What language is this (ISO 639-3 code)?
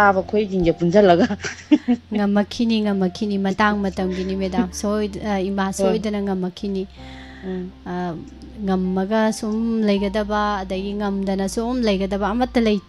mni